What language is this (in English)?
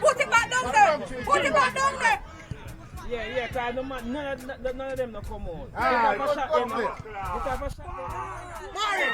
Jamaican Creole English